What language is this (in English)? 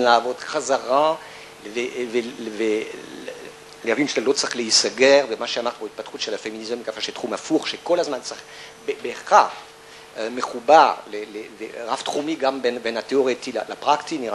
Hebrew